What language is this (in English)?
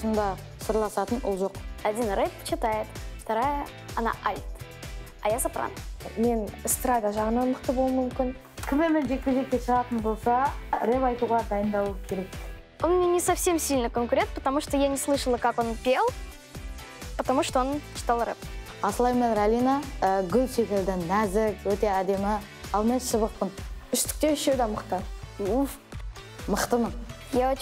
Kazakh